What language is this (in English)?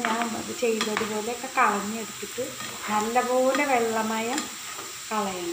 Malayalam